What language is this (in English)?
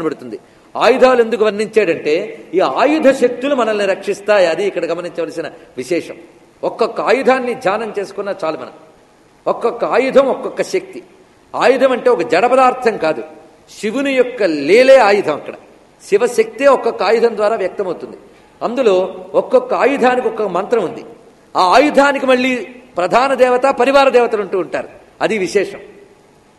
Telugu